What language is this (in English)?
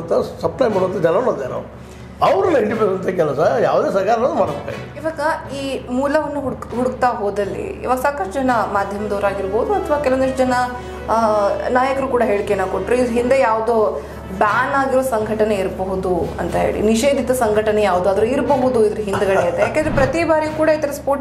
Kannada